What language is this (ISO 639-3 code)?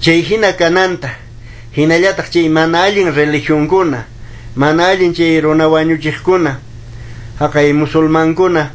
que